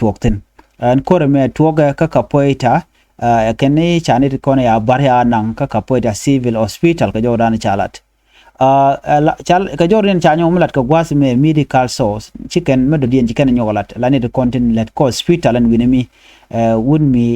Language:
Nuer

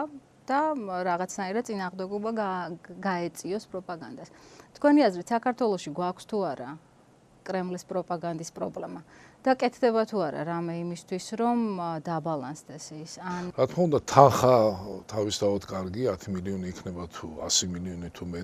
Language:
Georgian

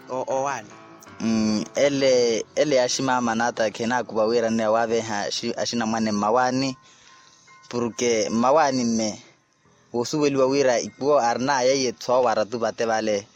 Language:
Makhuwa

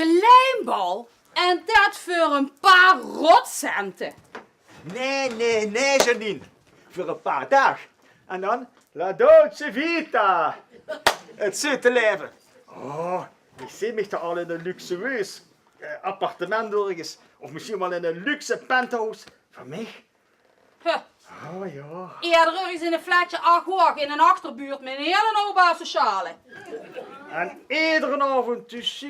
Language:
Limburgish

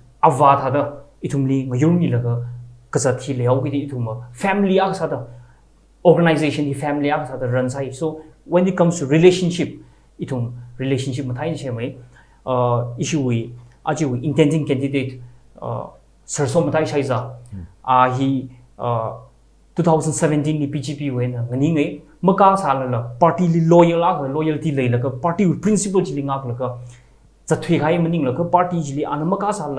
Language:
Tangkhul Naga (India)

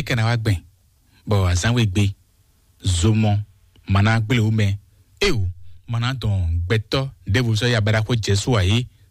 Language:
Fon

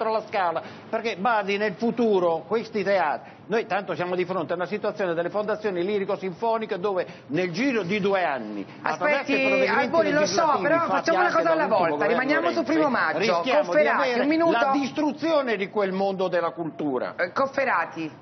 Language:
Italian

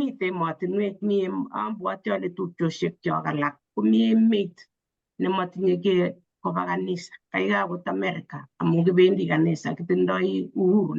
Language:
Kalenjin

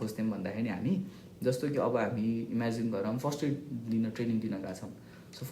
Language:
Nepali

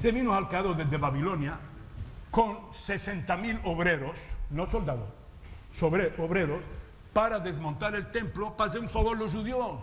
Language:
Ladino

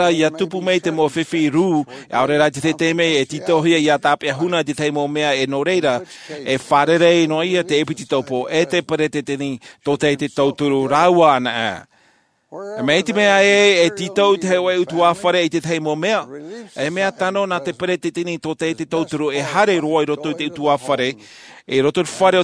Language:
Tahitian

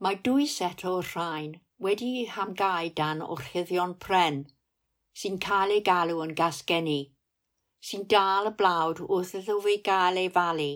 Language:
Welsh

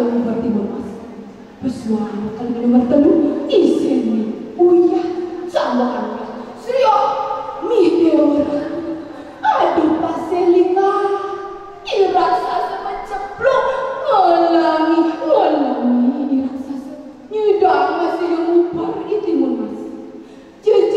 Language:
Balinese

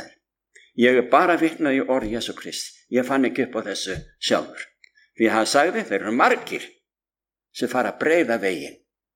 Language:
Icelandic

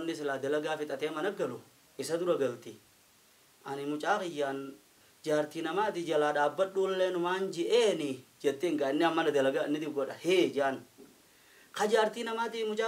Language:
Oromo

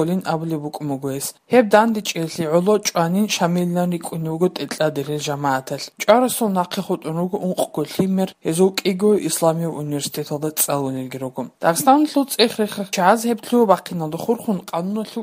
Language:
Georgian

